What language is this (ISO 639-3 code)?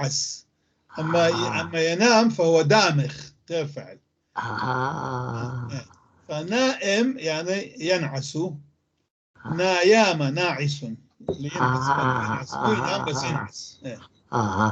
apc